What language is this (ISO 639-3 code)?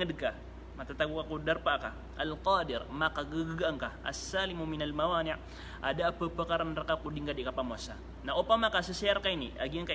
mrw